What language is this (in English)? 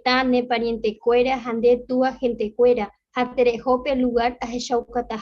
Guarani